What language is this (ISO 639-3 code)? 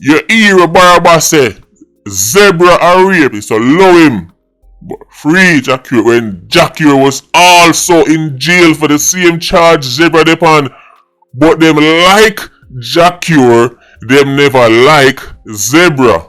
jam